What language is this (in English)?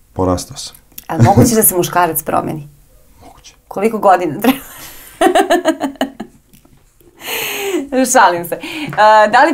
Serbian